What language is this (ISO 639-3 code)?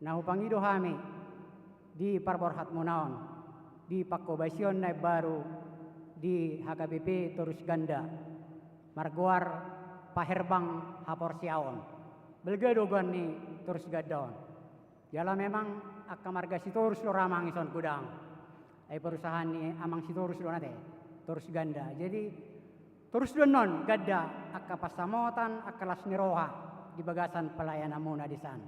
bbc